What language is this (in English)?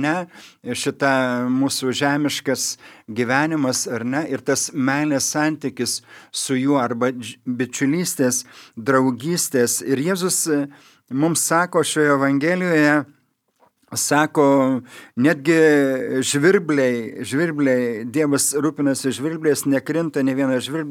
Lithuanian